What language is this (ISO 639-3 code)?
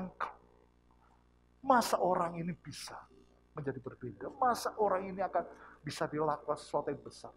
ind